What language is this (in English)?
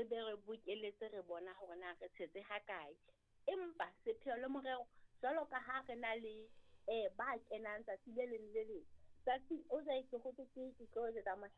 Southern Sotho